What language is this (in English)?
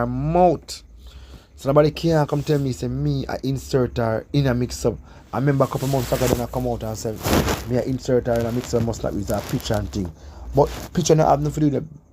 Jamaican Creole English